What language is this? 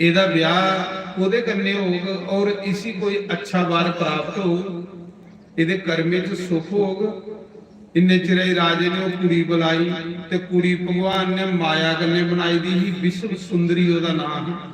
Dogri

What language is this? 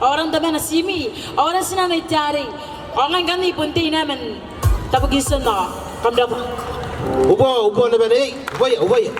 Gilbertese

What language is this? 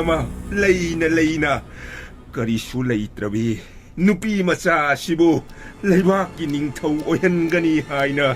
Manipuri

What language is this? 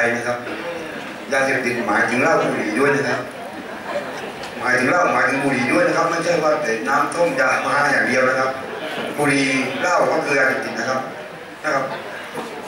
Thai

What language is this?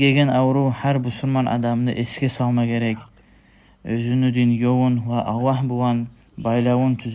Kumyk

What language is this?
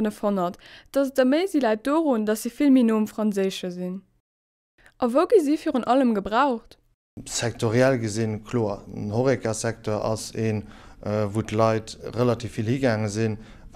Luxembourgish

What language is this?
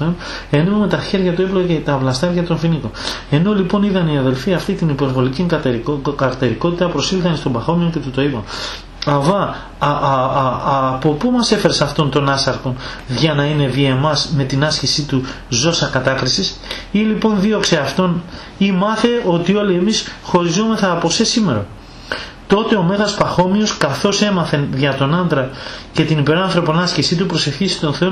Greek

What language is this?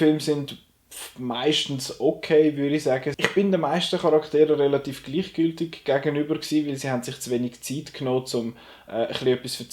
Swiss German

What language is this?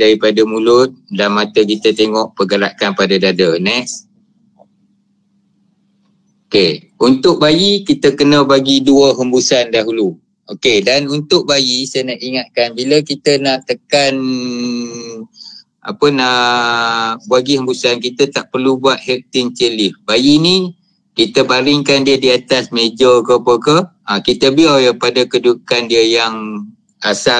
Malay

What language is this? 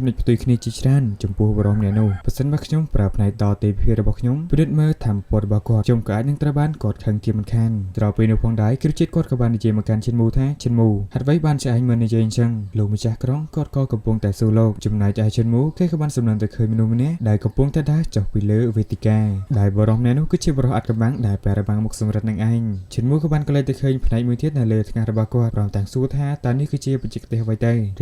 Khmer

